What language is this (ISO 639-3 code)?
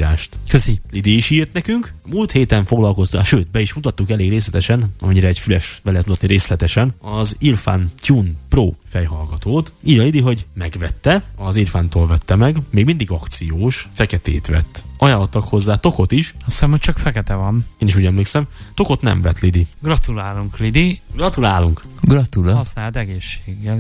hun